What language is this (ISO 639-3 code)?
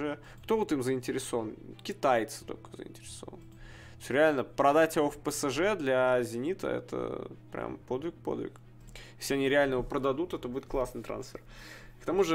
rus